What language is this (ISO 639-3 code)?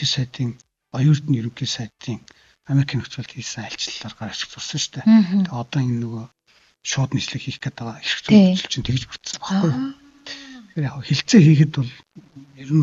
mon